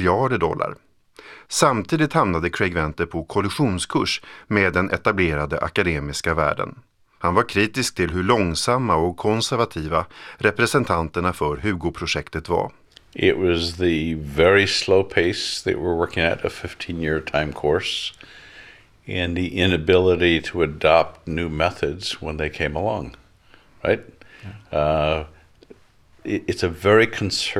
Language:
Swedish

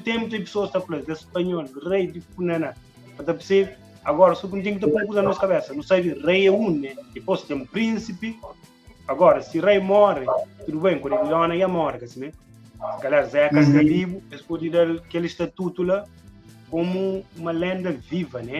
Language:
Kabuverdianu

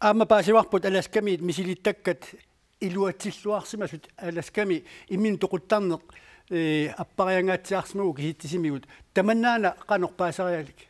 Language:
Kalaallisut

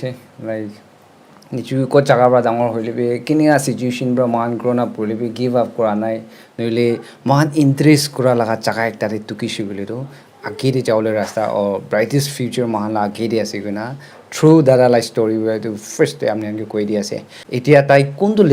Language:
Naga Pidgin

